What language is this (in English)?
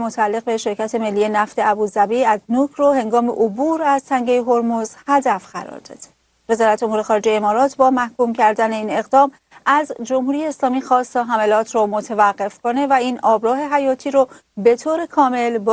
Persian